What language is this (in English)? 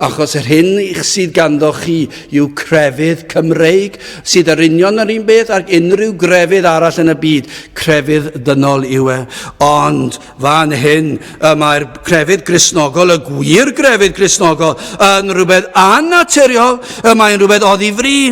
Welsh